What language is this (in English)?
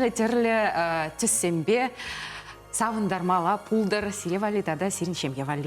Chuvash